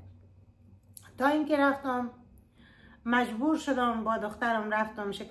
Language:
Persian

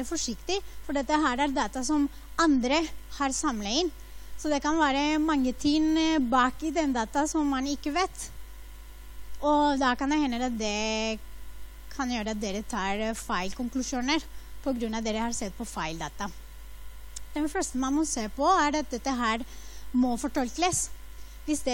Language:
Norwegian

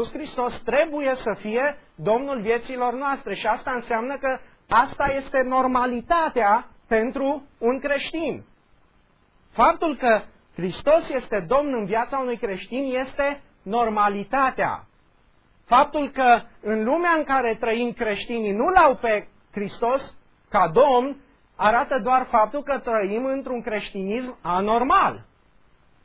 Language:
Romanian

